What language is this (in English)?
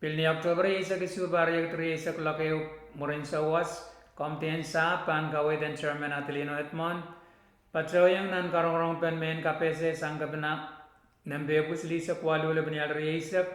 Pohnpeian